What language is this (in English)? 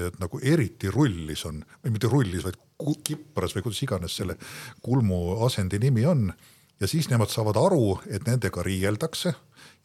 Estonian